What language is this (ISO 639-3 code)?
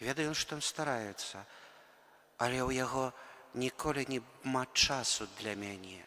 bel